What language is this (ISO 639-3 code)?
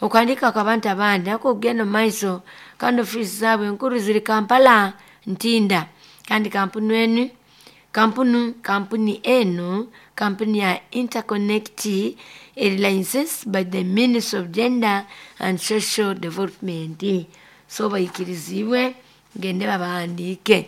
nyo